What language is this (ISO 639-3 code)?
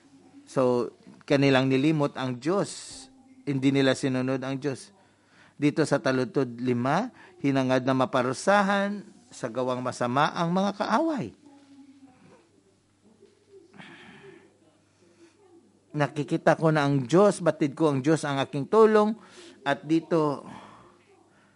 fil